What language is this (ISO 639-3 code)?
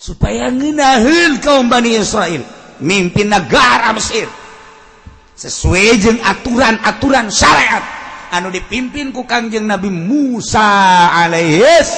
sun